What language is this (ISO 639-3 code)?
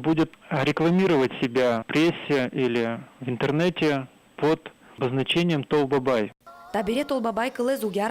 udm